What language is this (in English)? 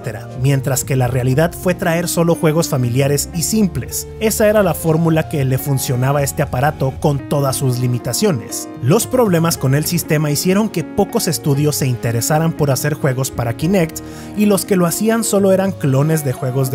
Spanish